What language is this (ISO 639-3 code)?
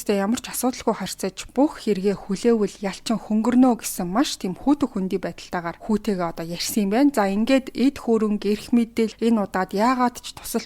mon